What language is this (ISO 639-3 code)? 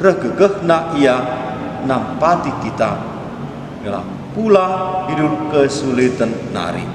btx